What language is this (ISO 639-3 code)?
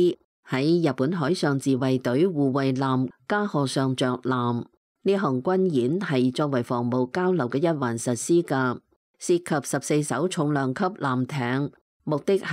yue